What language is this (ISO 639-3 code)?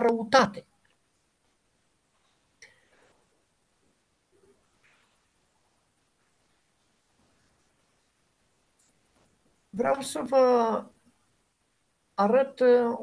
ron